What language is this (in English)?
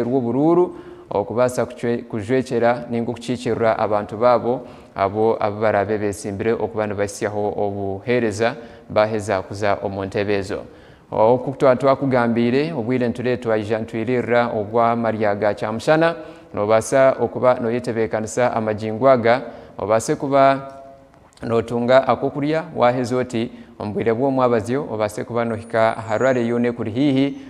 Nyankole